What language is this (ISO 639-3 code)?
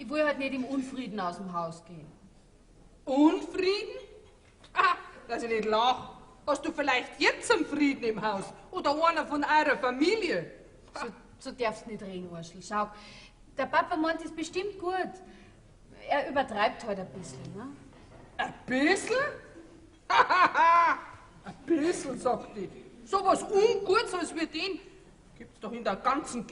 bar